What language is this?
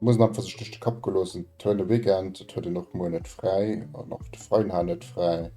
Luxembourgish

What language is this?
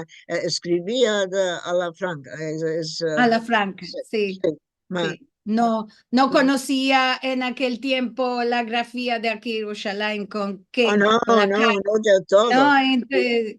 Ladino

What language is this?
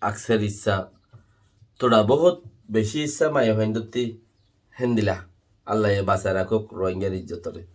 Rohingya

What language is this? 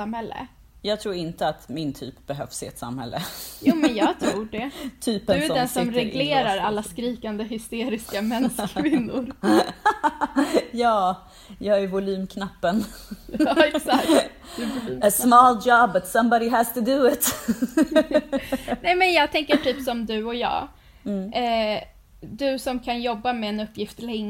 Swedish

